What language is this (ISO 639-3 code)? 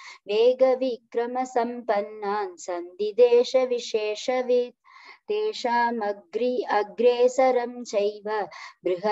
san